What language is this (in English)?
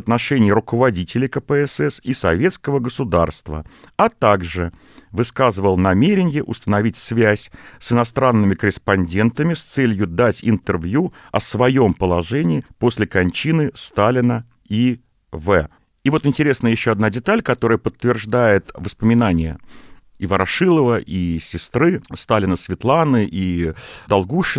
Russian